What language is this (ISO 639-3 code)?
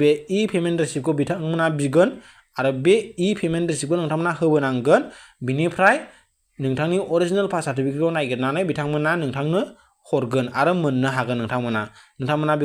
brx